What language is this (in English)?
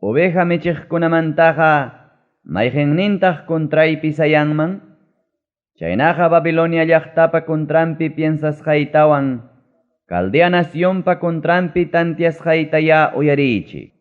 Ayacucho Quechua